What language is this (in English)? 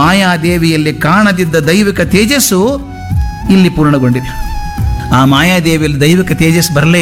Kannada